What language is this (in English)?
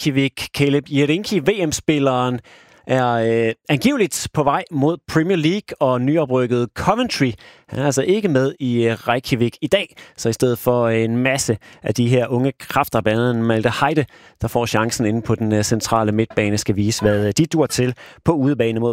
Danish